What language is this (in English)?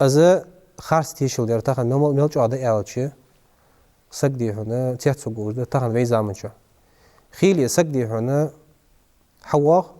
Ingush